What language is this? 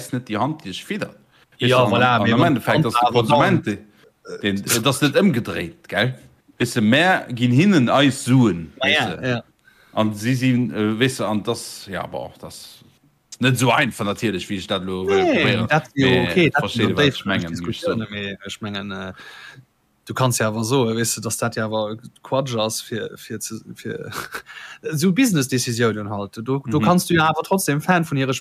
Luxembourgish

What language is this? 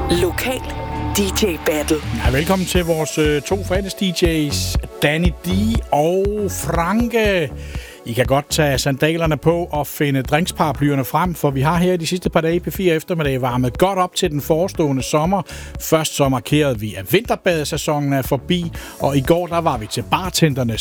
Danish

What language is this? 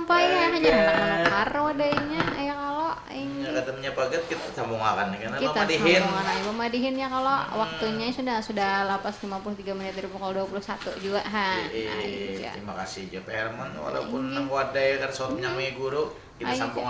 Banjar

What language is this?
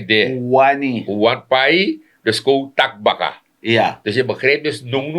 Sranan Tongo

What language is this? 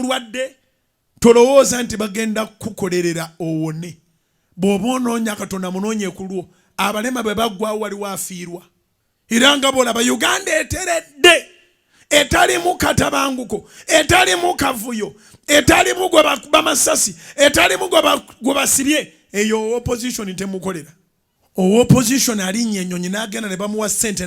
Ganda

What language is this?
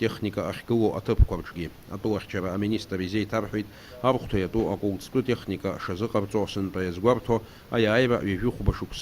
Abkhazian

